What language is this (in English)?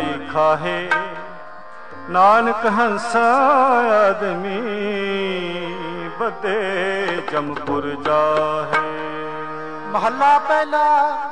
Punjabi